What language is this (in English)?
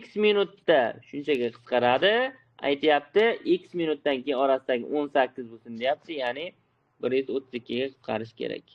Uzbek